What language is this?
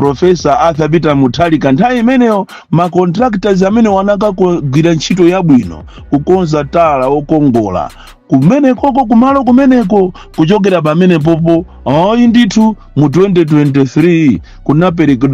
Nyanja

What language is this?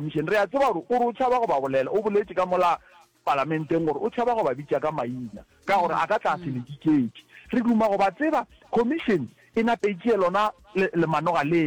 Northern Sotho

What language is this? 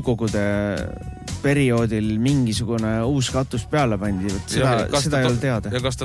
Estonian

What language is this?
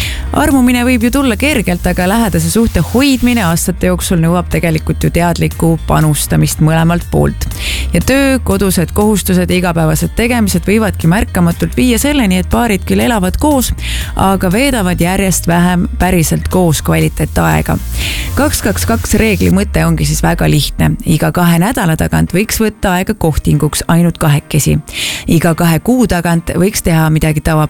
Estonian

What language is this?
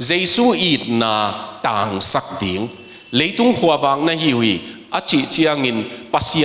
Tedim Chin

